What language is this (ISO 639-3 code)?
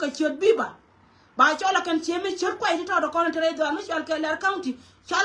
nus